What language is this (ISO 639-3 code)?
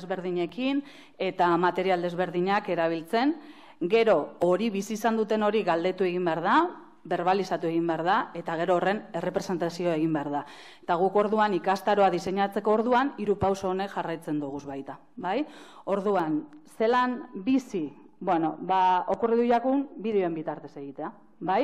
eus